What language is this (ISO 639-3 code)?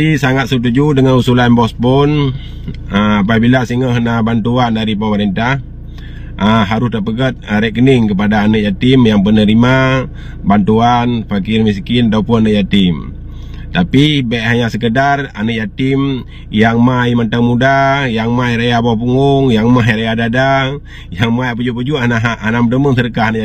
ace